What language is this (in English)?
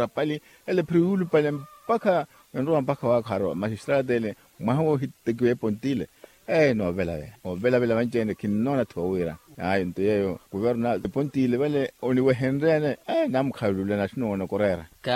Makhuwa